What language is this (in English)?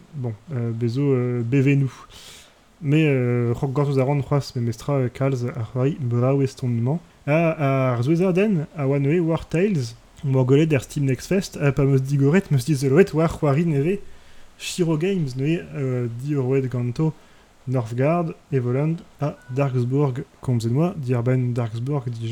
Breton